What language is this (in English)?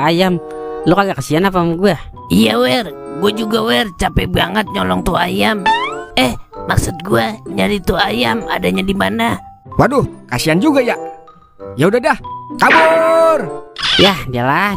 Betawi